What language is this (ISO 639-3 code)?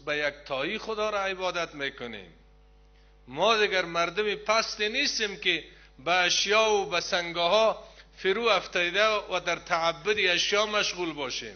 fas